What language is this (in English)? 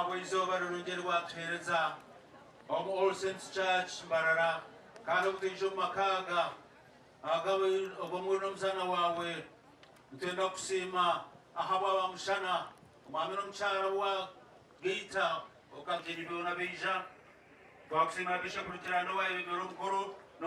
Nyankole